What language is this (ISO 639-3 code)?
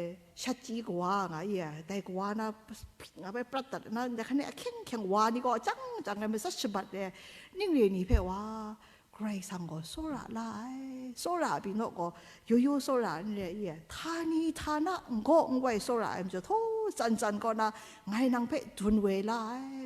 kac